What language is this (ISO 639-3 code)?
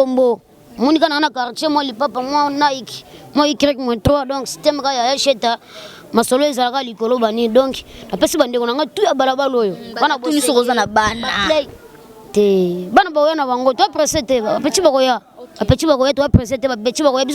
lin